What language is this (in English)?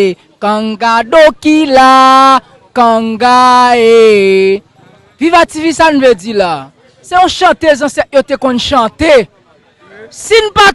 Haitian Creole